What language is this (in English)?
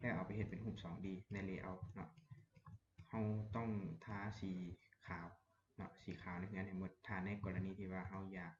Lao